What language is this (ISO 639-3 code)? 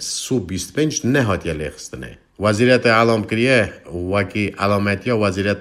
kur